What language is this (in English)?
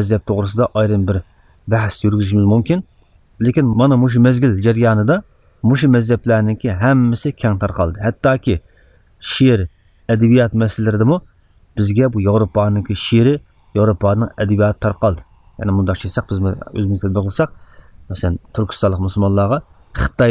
Uyghur